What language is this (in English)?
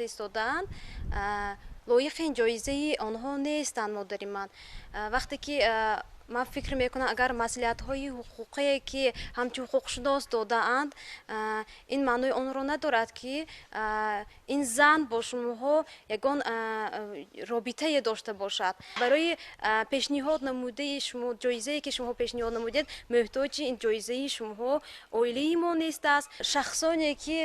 Tajik